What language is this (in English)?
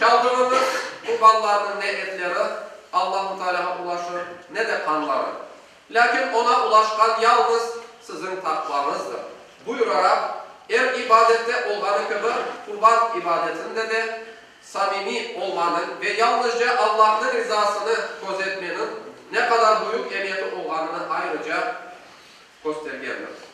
Crimean Tatar